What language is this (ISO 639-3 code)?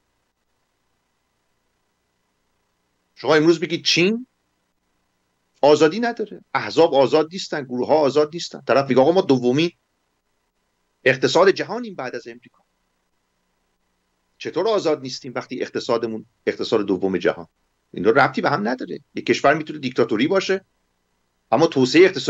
fas